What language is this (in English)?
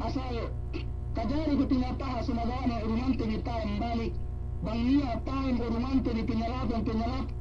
Yakan